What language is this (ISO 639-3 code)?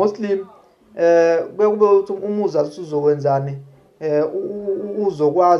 zul